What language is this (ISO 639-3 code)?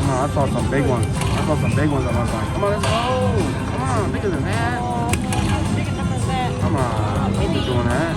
jam